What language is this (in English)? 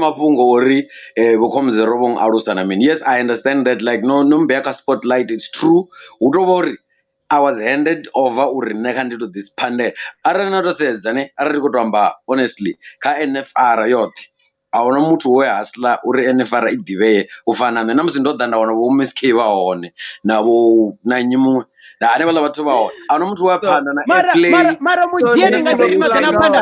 Venda